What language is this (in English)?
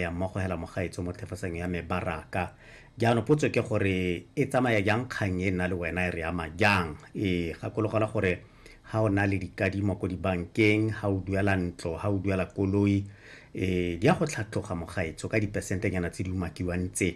Tswana